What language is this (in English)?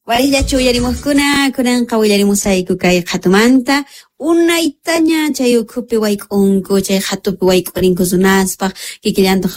Quechua